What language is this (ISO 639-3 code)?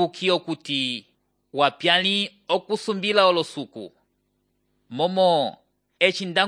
umb